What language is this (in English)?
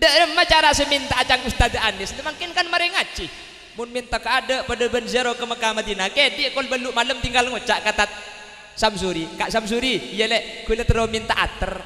Madurese